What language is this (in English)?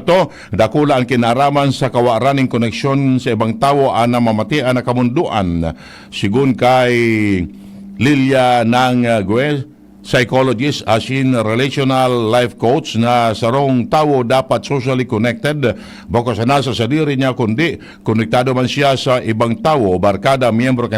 Bikol